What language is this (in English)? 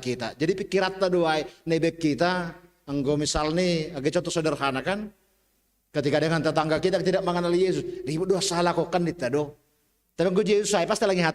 Batak Simalungun